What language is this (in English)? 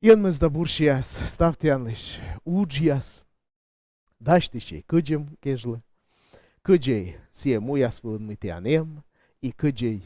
Komi